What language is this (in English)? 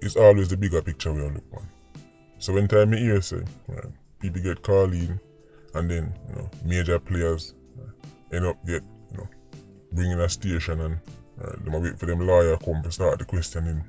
Jamaican Creole English